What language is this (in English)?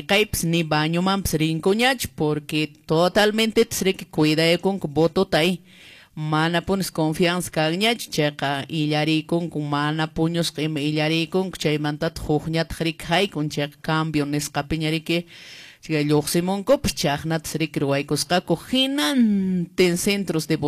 Quechua